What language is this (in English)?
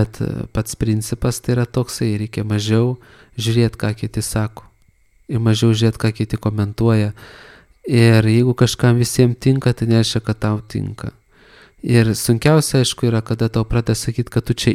Lithuanian